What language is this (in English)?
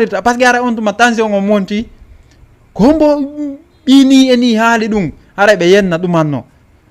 Fula